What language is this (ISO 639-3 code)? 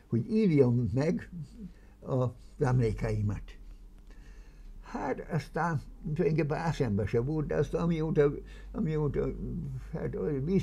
hun